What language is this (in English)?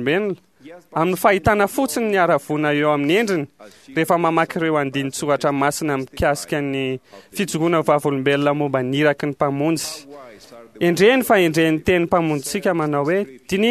Malagasy